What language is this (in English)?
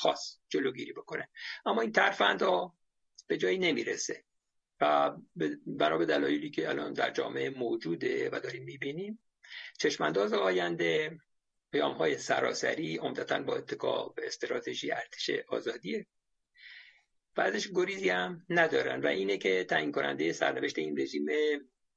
Persian